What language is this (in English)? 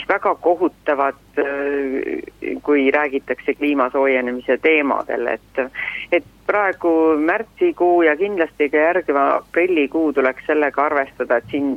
Estonian